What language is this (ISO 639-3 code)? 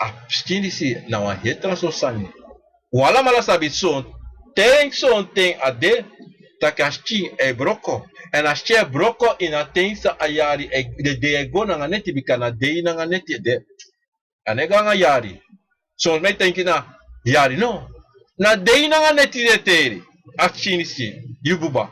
srn